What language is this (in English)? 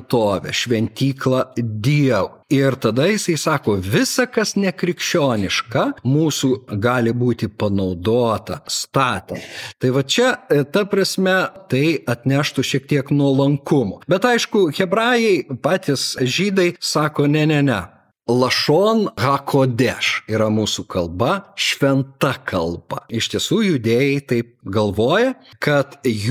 Lithuanian